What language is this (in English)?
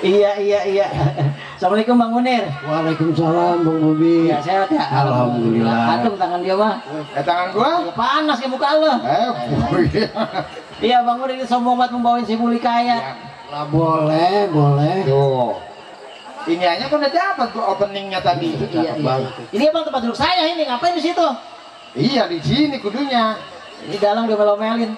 Betawi